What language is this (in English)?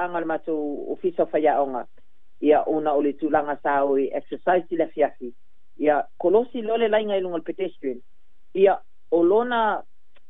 Samoan